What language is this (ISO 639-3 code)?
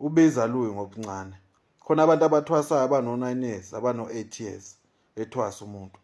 zul